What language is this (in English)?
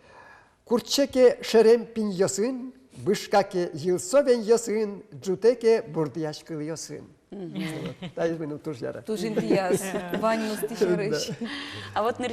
Udmurt